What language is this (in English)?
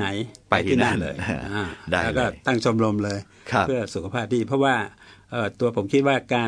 Thai